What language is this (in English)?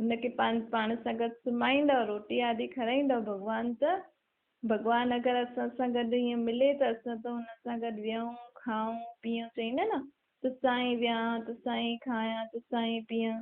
Sindhi